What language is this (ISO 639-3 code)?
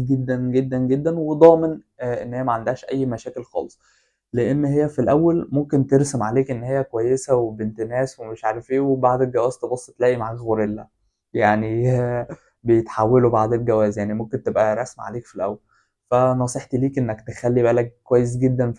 arz